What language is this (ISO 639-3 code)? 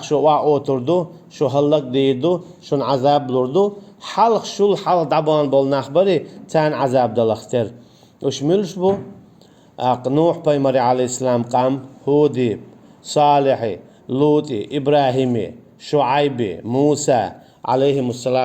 che